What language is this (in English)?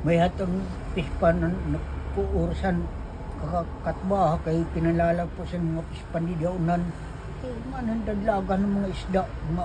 Waray